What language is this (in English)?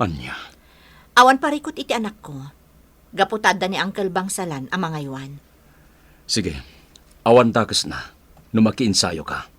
Iloko